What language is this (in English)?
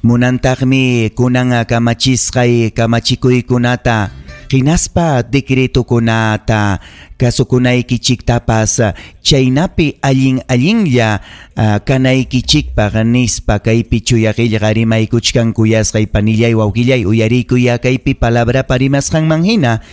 Ayacucho Quechua